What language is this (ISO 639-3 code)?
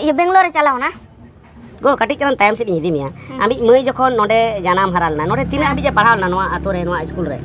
sat